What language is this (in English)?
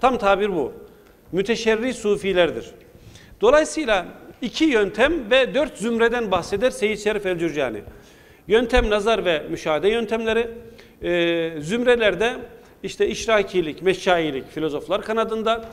Turkish